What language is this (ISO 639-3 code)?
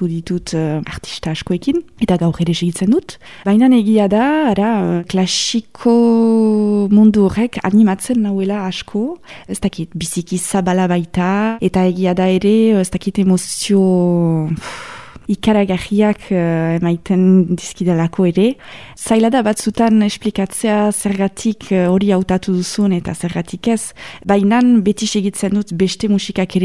eus